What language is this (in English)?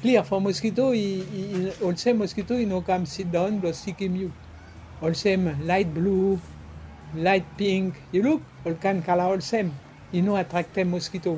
Bislama